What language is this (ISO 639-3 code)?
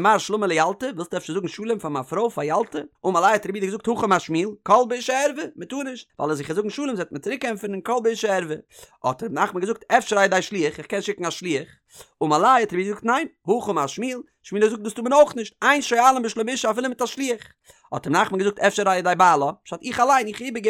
yid